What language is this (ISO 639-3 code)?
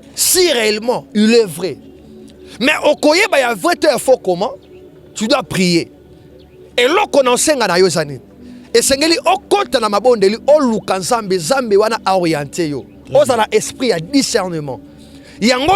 lin